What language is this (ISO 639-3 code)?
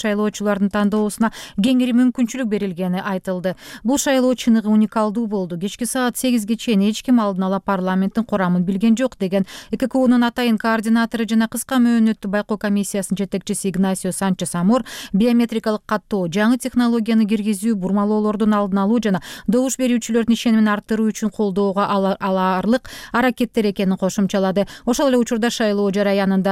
kir